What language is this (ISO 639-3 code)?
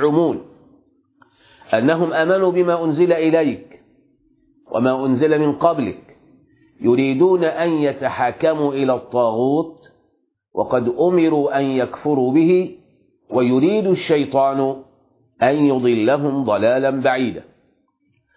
ara